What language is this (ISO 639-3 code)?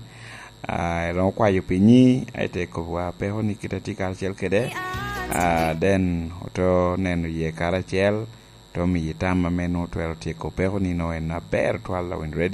laj